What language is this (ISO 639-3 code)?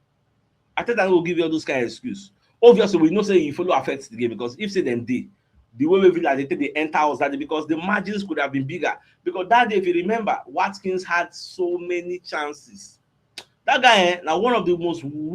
pcm